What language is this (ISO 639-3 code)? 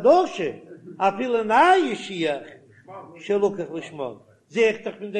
yid